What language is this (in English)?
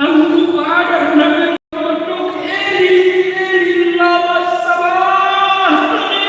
Batak Toba